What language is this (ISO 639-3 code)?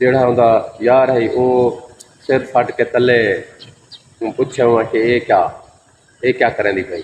skr